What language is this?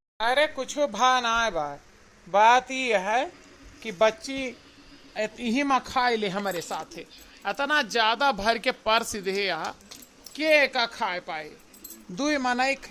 Awadhi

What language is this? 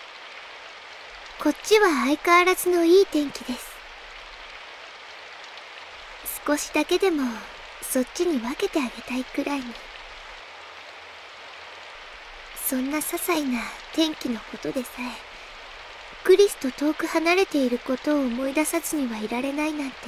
Japanese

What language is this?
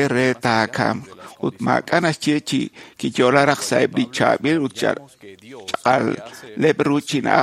Kekchí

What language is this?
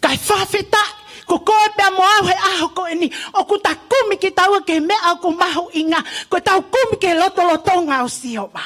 Tongan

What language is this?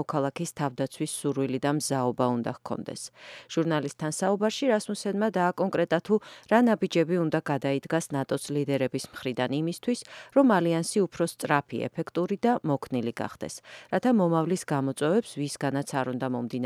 Georgian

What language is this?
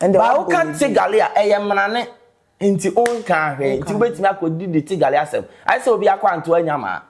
Akan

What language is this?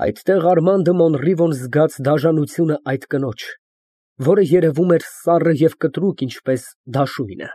Armenian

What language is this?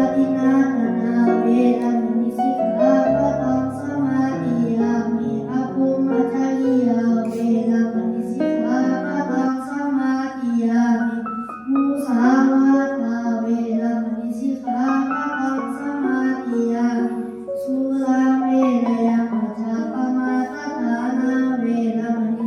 Pali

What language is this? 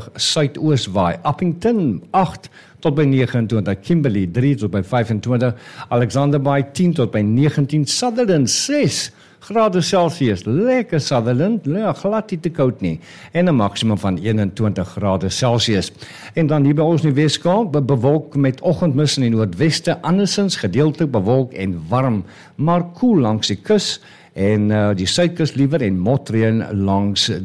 Afrikaans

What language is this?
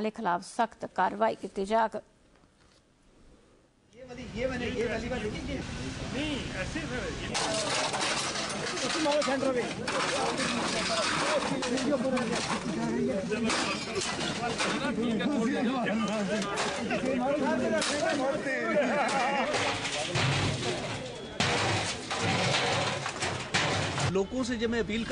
Hindi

